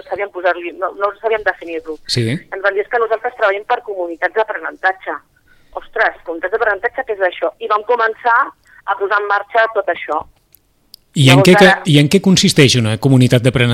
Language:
Catalan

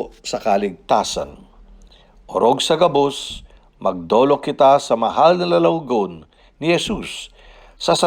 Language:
Bikol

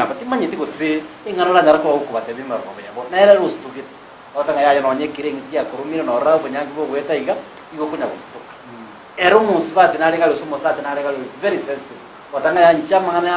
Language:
Gusii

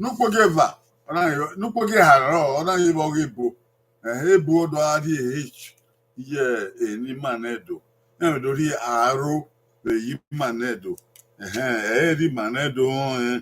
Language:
Bini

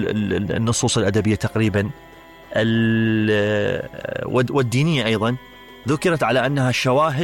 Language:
Mesopotamian Arabic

